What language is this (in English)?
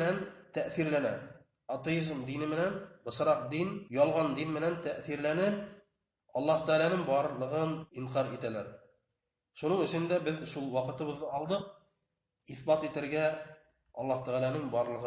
Bashkir